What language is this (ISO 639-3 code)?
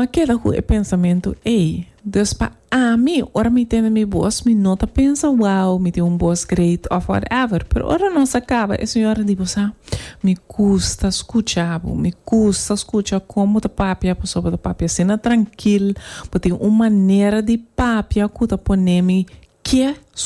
pap